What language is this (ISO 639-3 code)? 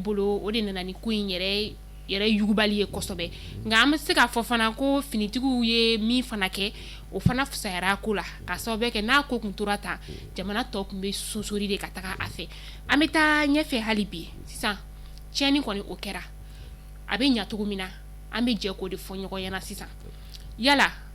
bam